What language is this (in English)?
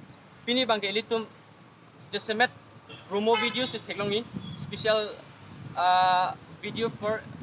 Karbi